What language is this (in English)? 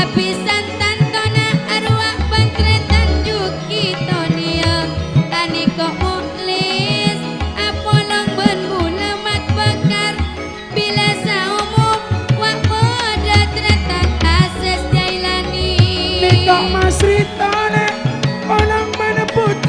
Madurese